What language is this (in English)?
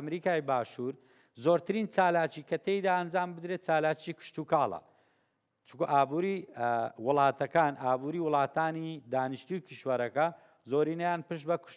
Central Kurdish